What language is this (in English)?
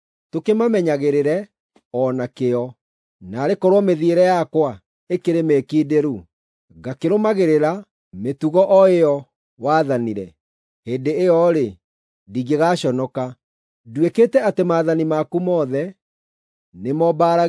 Kikuyu